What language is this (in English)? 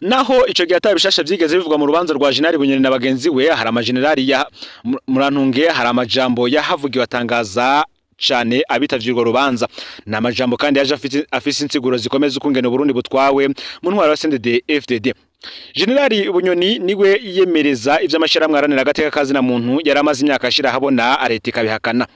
Rundi